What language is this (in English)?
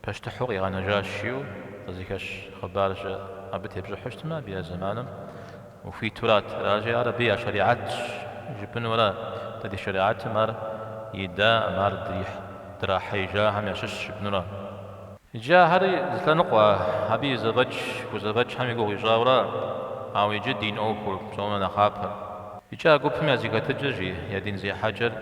Kabardian